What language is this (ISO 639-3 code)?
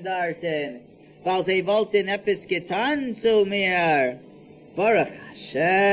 yid